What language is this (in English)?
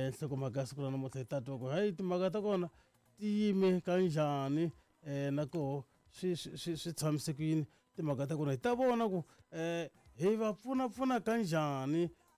Tsonga